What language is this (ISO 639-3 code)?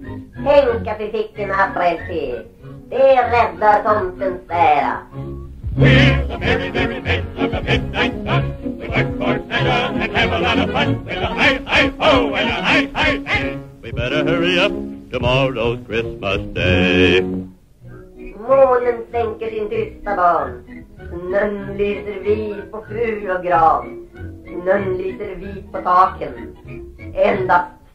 swe